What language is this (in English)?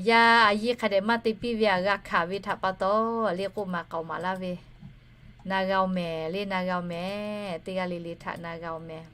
Lahu